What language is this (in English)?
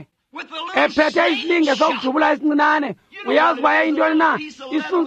Xhosa